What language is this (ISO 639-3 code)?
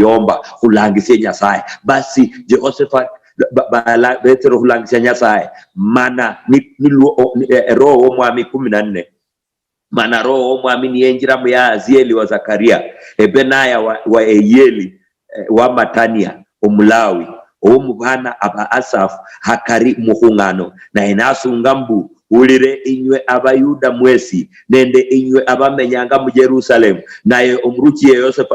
luy